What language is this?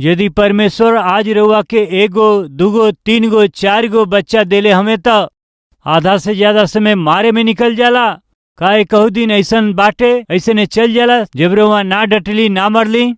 Bhojpuri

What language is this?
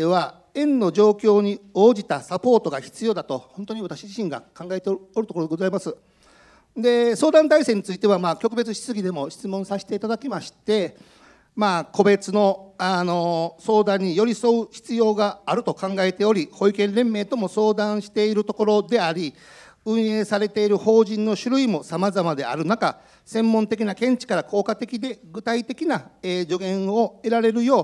Japanese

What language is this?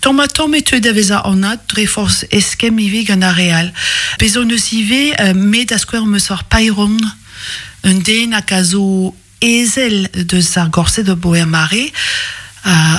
Breton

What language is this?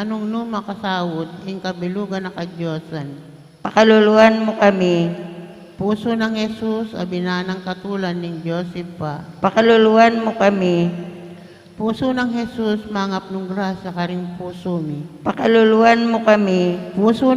Pampanga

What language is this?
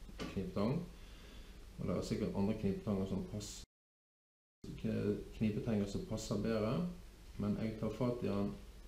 Norwegian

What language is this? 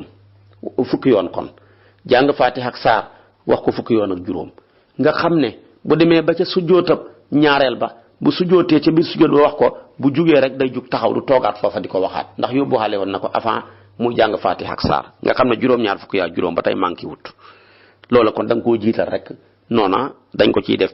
Wolof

